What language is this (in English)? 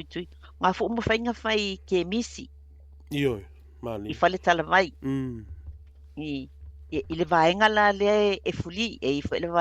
Samoan